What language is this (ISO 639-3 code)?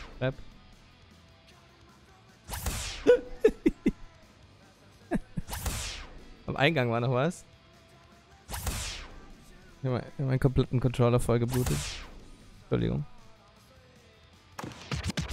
deu